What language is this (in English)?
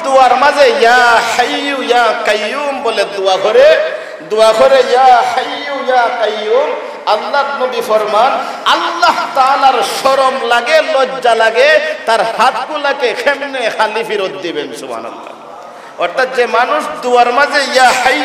Sylheti